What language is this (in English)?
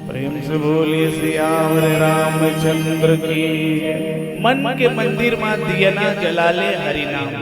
Chhattisgarhi